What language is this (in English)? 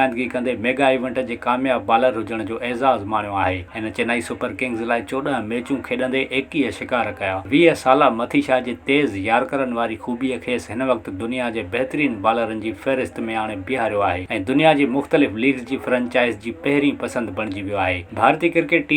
Sindhi